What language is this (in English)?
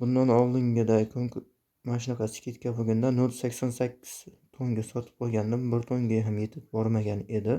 Uzbek